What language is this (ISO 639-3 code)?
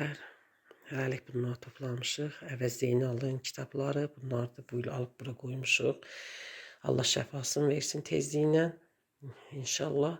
aze